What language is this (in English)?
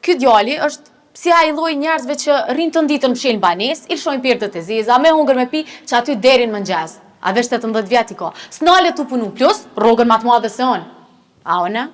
Albanian